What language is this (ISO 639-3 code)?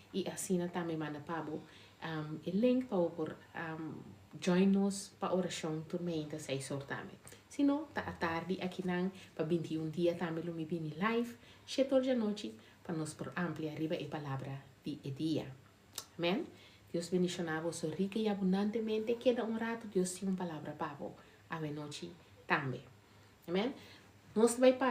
pap